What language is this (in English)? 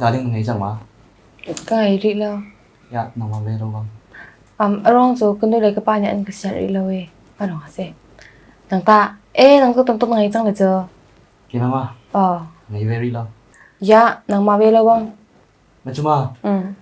Hakha Chin